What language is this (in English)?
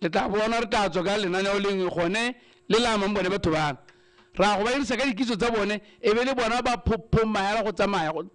Tswana